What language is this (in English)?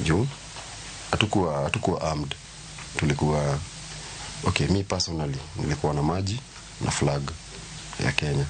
Luo (Kenya and Tanzania)